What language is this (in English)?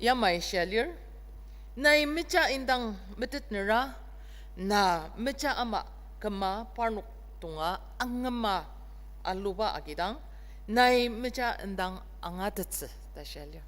Ao Naga